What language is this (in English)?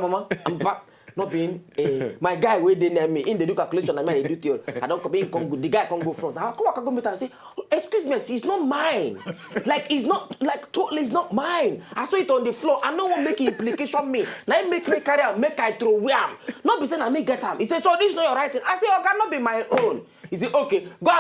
Nigerian Pidgin